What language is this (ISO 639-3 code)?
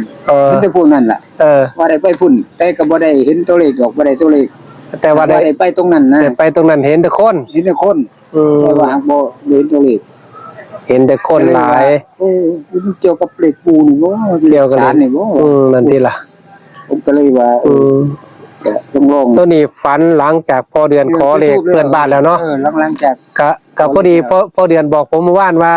tts